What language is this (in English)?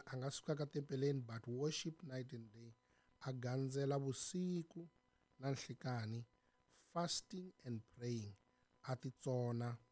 Tsonga